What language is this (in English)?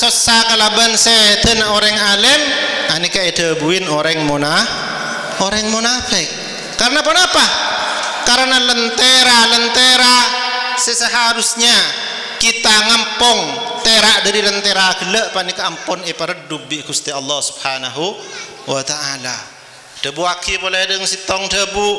Madurese